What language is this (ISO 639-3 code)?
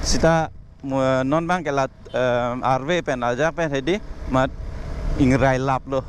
mjw